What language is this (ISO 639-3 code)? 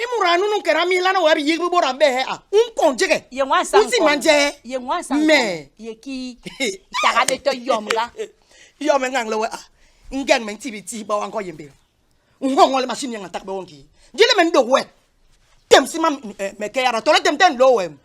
bas